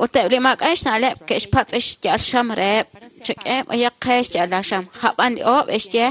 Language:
Kekchí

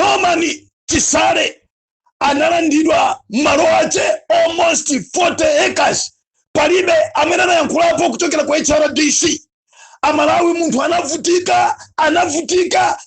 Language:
Nyanja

